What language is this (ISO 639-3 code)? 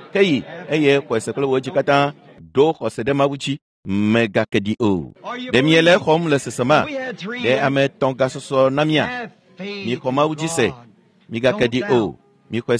ewe